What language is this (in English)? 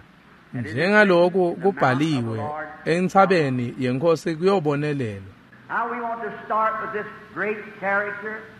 Swati